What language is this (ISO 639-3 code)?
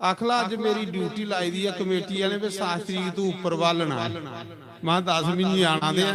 doi